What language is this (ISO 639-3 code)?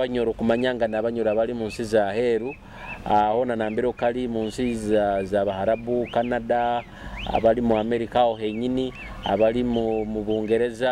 nyo